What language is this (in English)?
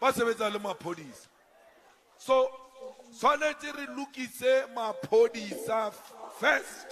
Southern Sotho